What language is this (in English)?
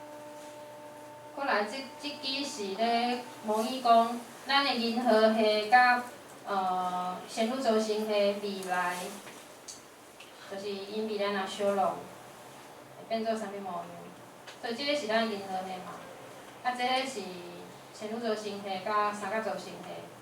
Min Nan Chinese